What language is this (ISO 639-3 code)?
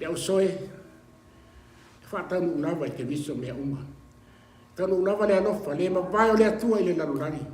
smo